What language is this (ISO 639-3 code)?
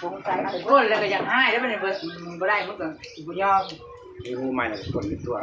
tts